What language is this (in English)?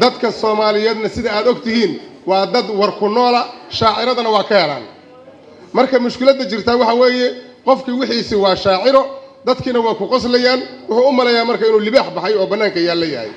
Somali